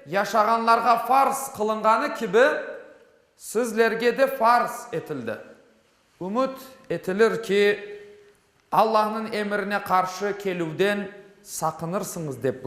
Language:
Crimean Tatar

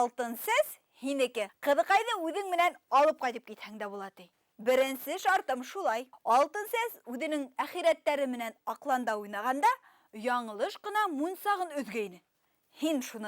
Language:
Bashkir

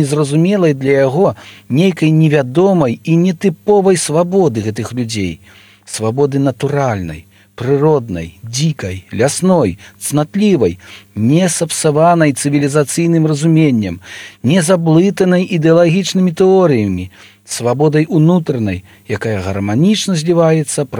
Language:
Belarusian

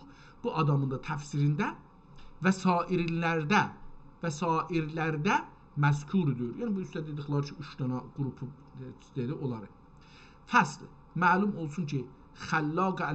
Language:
South Azerbaijani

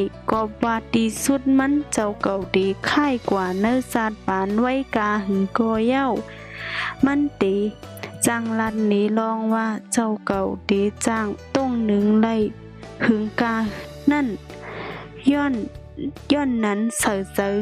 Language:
Shan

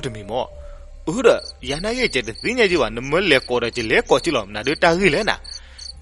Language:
S'gaw Karen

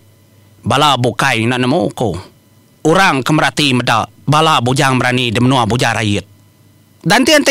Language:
Iban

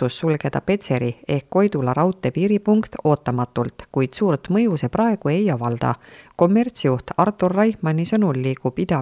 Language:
Estonian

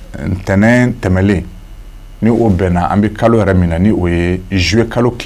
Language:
Bambara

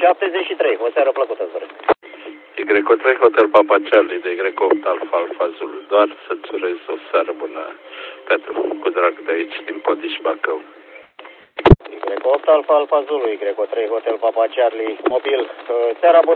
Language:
Romanian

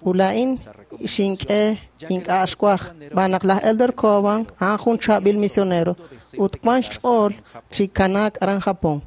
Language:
Kekchí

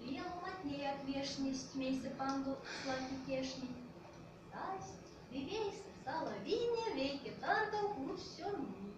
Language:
Erzya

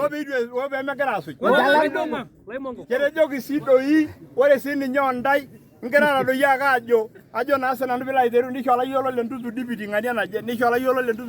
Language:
Masai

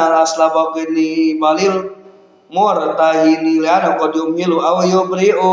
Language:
Sundanese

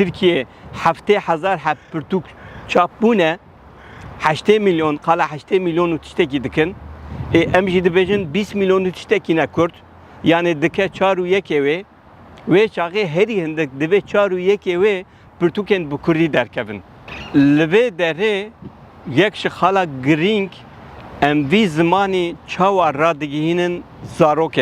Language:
Kurdish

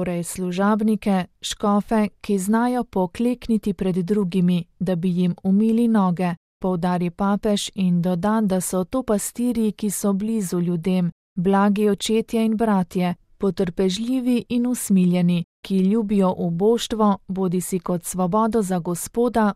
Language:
Slovenian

